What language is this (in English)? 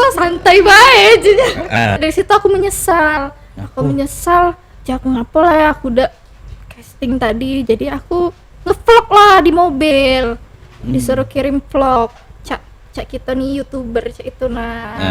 Musi